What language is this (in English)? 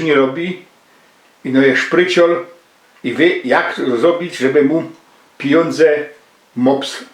Silesian